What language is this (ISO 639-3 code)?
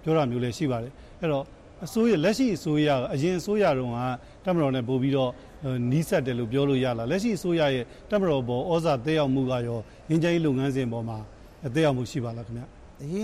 mya